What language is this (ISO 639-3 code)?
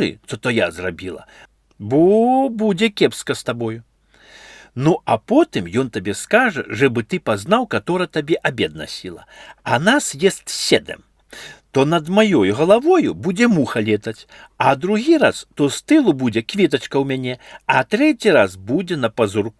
bel